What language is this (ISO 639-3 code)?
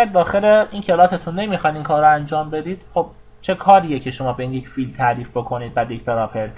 fas